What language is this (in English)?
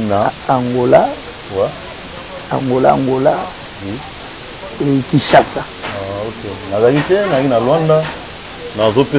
Lingala